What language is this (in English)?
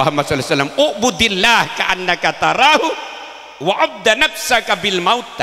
Madurese